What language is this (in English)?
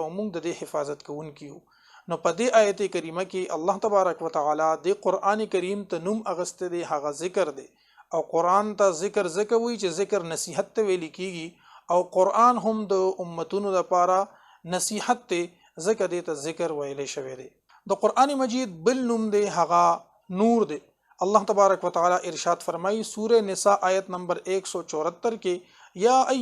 Pashto